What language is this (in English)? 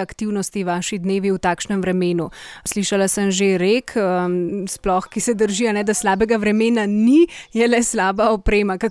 Slovenian